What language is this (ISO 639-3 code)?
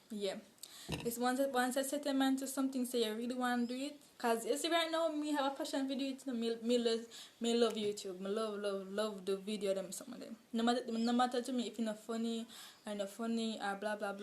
jam